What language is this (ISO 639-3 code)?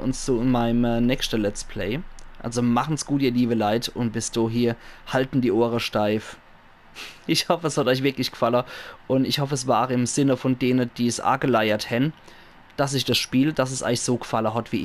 pfl